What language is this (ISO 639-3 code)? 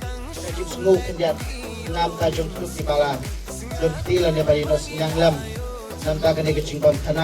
kha